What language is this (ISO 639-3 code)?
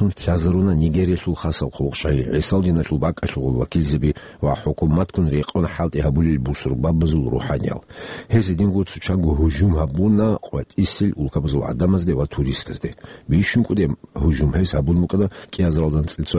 ava